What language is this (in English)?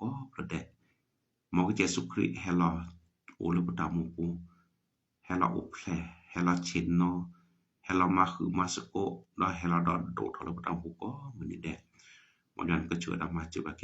S'gaw Karen